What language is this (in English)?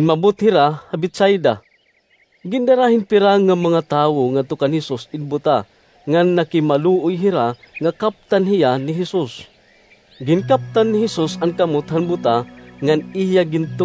Waray